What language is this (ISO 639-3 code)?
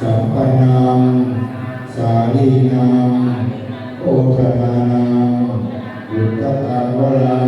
pli